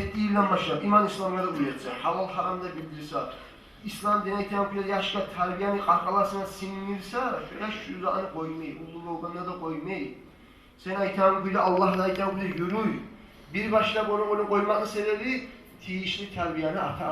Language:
Kumyk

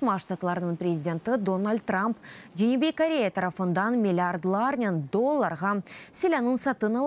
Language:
Crimean Tatar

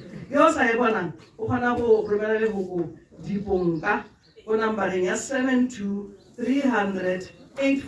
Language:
Tswana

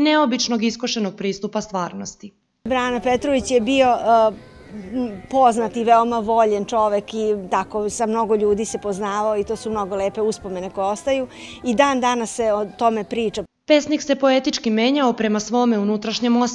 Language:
Serbian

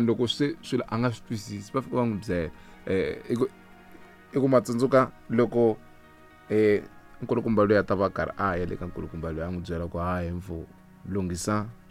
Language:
Tsonga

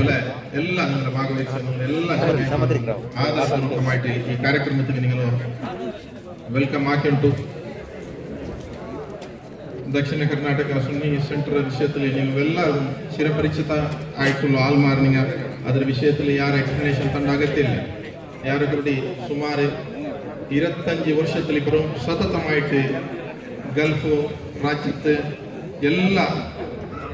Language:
Kannada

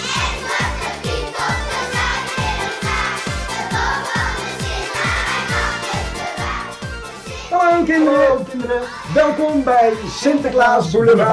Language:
Dutch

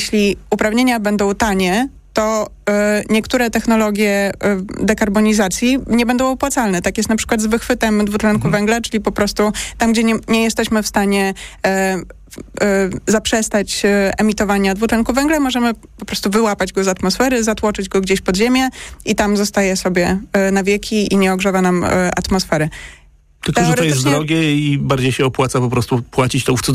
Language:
Polish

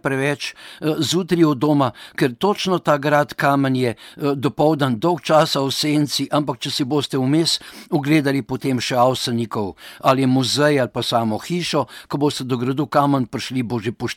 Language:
Slovenian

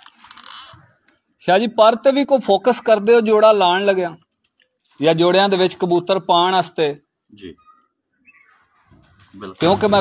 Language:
Punjabi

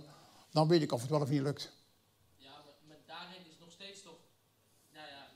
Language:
Dutch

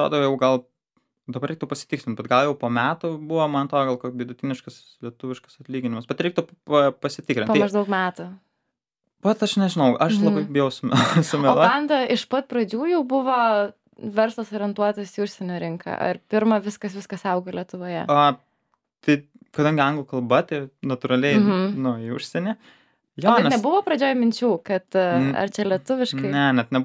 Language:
Lithuanian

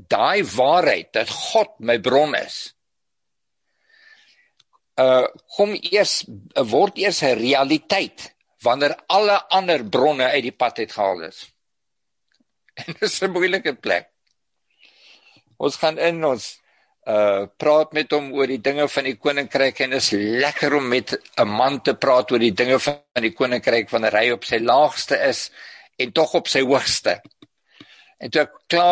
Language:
Afrikaans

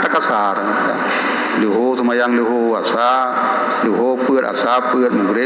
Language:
Achinese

